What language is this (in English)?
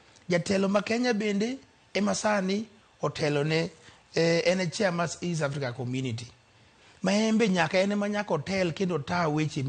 Luo (Kenya and Tanzania)